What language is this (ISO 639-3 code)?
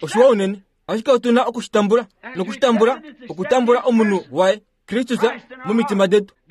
kua